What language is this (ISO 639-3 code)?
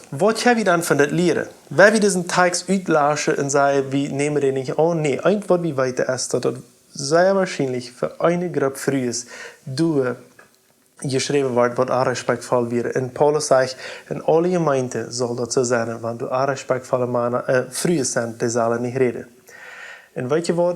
pdt